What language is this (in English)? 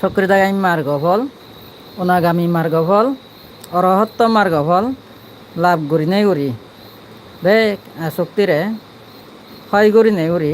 Chakma